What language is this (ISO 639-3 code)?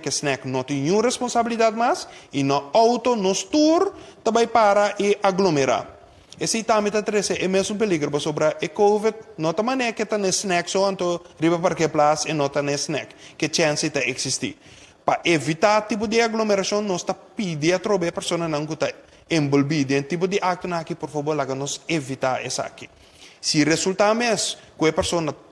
pap